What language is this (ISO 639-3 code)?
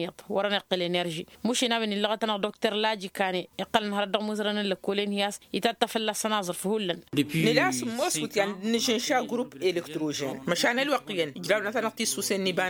taq